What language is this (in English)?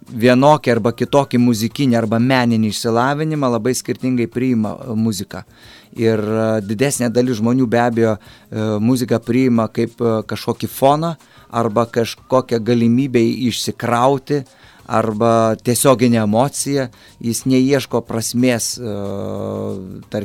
Lithuanian